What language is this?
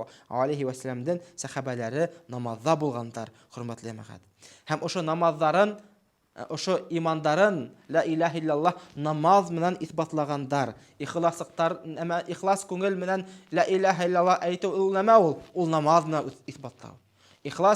Bashkir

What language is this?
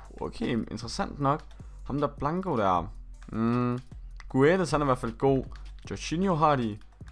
Danish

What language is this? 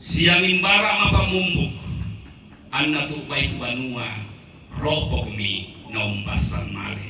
Toraja-Sa'dan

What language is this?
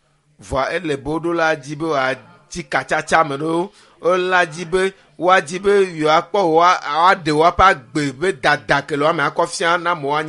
Ewe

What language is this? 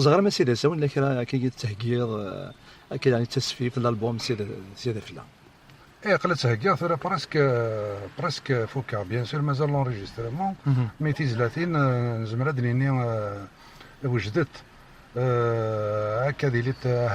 Kabyle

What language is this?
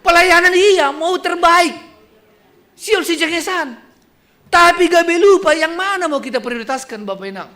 Batak Simalungun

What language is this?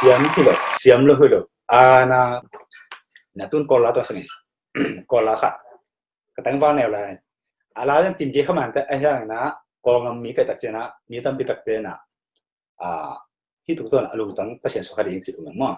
Tedim Chin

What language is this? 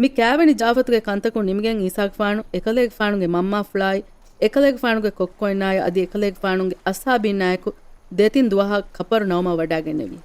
Divehi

